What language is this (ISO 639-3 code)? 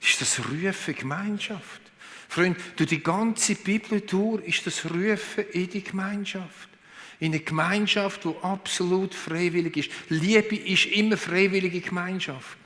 gsw